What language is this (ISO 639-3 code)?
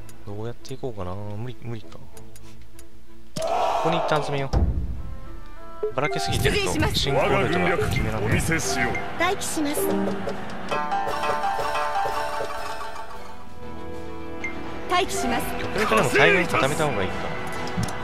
jpn